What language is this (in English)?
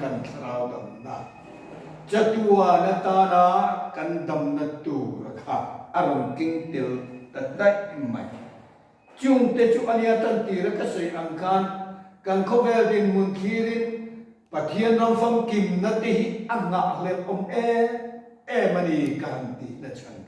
Mizo